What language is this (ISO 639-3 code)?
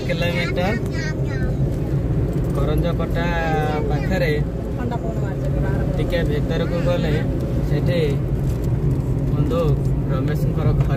ori